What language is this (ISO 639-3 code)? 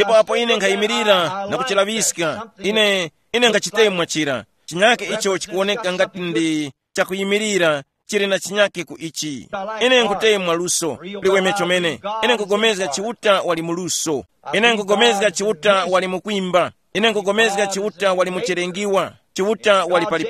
tum